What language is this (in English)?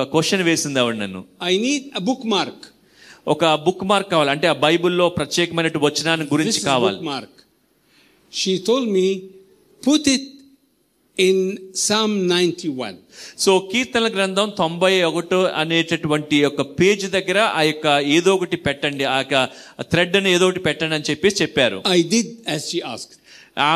Telugu